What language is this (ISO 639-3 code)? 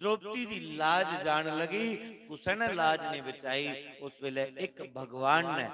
doi